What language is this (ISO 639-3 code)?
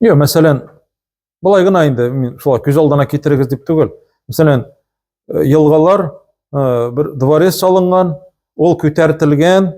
tat